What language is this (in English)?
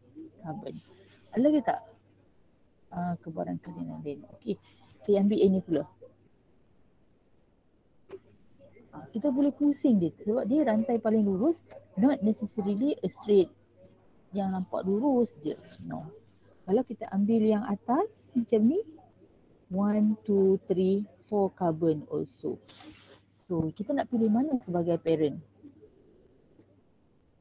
Malay